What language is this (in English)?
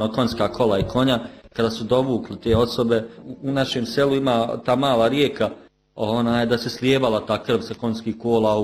Bosnian